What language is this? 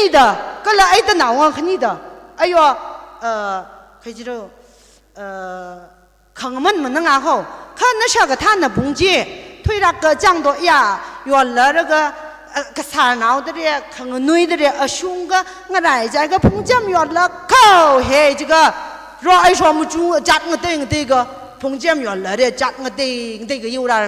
Tangkhul Naga (India)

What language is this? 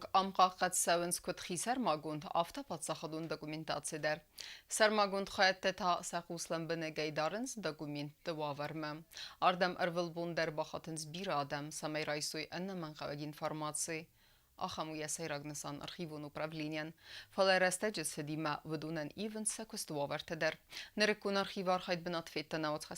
Ossetic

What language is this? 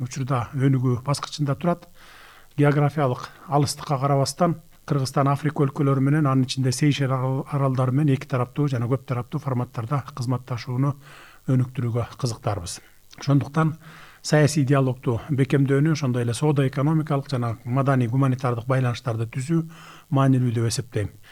Kyrgyz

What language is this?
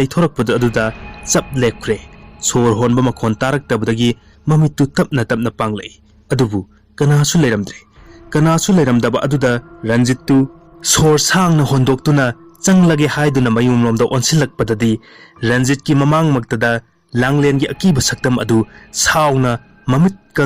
Manipuri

